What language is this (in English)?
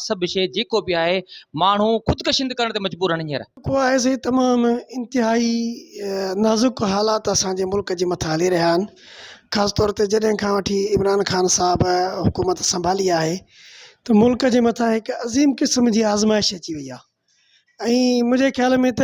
Sindhi